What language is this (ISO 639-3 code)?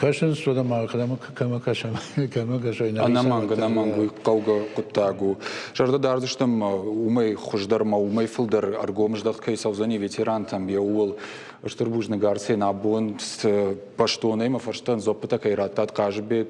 oss